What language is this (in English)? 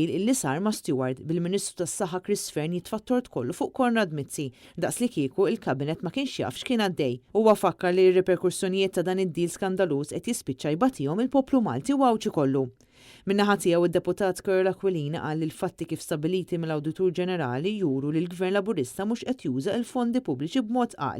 Maltese